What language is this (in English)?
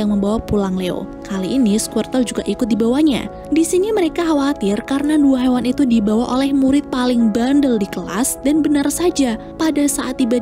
Indonesian